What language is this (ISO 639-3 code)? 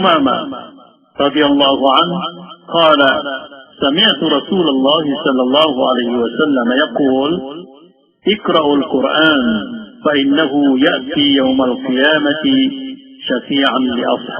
mrw